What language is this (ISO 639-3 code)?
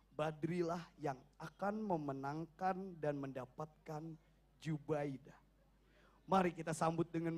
bjn